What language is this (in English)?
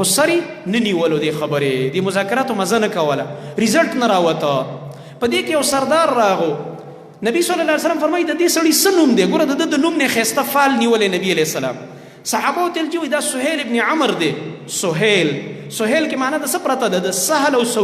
Pashto